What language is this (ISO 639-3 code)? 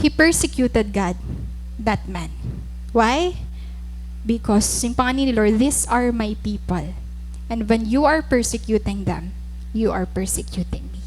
war